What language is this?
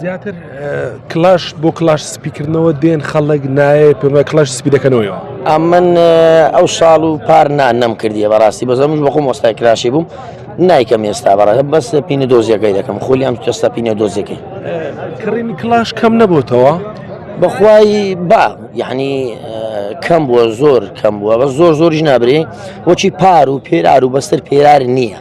Central Kurdish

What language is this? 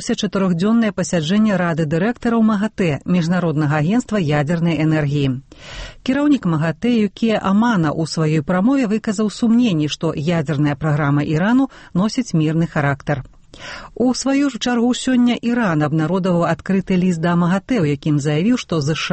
Belarusian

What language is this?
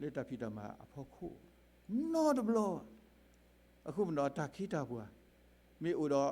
S'gaw Karen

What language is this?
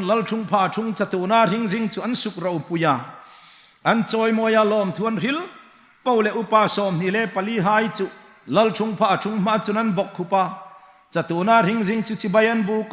Hmar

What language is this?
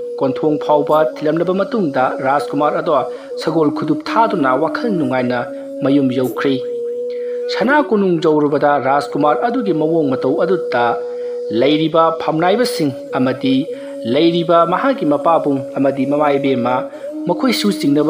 Manipuri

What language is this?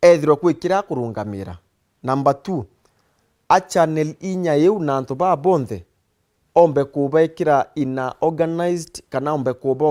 Meru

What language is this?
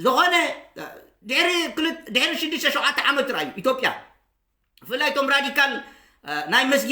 Tigrinya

